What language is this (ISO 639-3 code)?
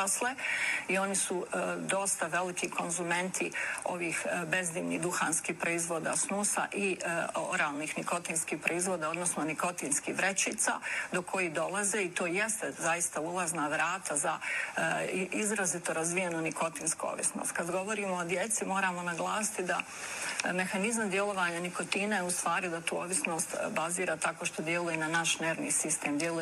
bos